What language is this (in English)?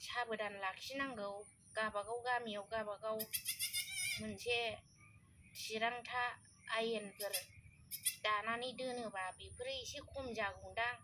Bodo